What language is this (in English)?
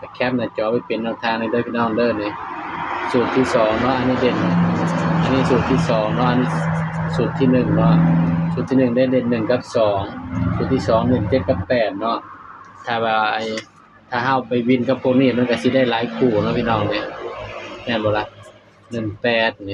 Northeastern Thai